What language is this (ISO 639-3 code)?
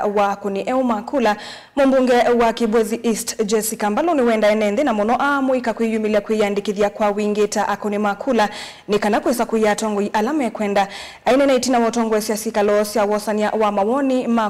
kam